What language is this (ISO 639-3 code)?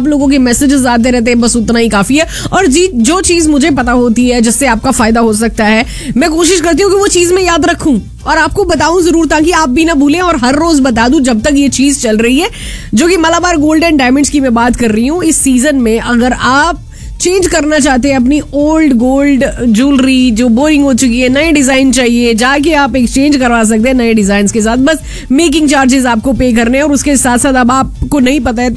hin